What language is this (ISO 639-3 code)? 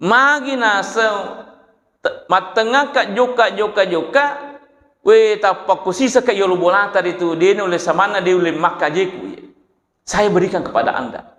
bug